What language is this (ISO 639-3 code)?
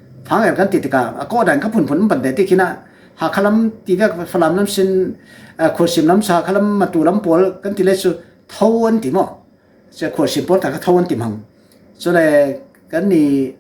cfm